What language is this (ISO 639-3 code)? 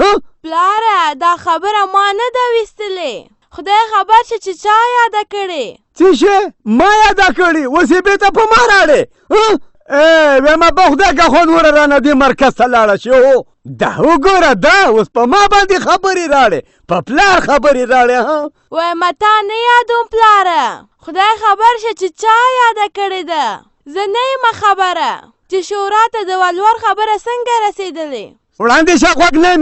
pus